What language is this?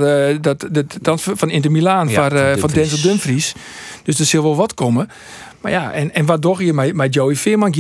Western Frisian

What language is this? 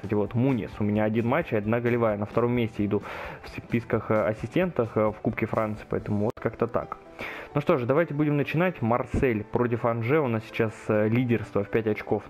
Russian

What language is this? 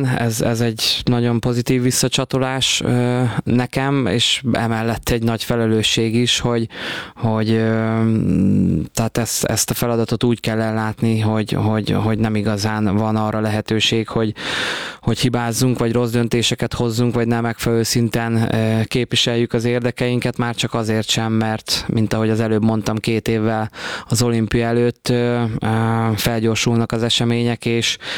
Hungarian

